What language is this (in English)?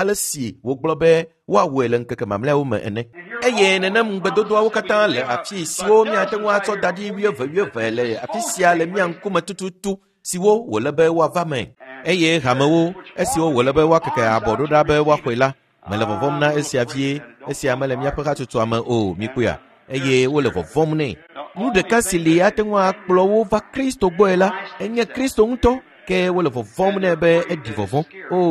Ewe